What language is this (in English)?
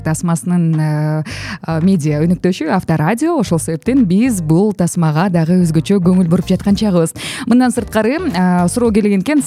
Kyrgyz